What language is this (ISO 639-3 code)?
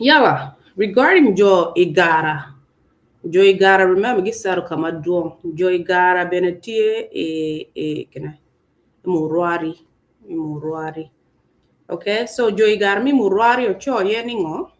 ach